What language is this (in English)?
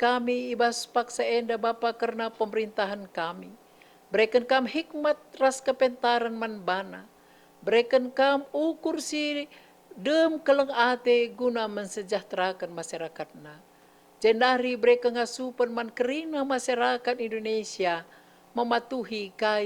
Batak Karo